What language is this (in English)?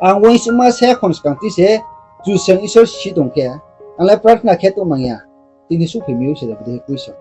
Riang (India)